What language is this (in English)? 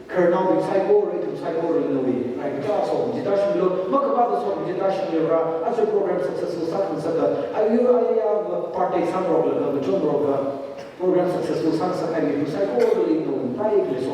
Tangkhul Naga (India)